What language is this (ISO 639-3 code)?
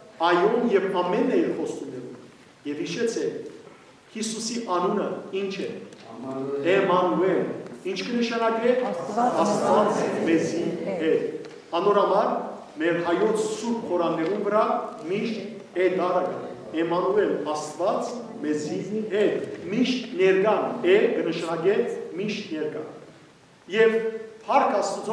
hyw